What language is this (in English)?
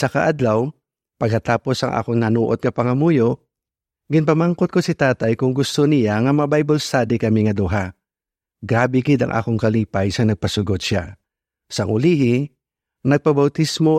Hiligaynon